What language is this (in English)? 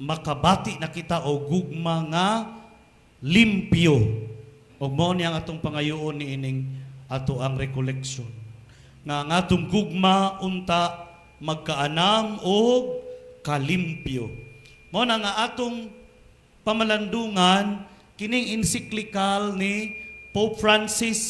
Cebuano